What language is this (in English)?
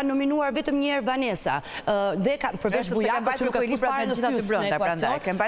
Albanian